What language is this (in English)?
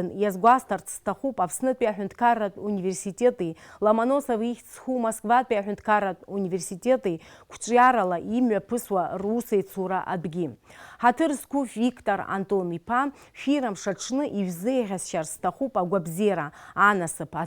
Abkhazian